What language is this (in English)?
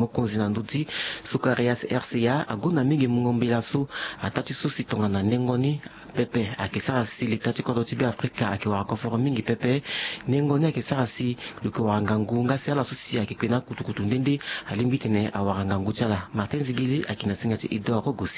Sango